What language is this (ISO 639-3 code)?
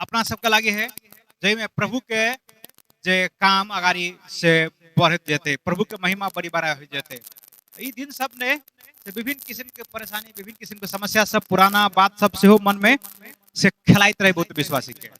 mai